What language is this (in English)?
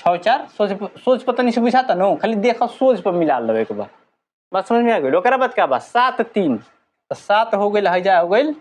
Bhojpuri